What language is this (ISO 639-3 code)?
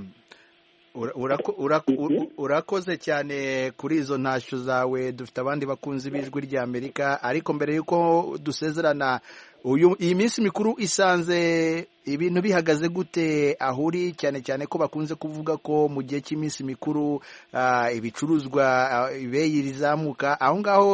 kin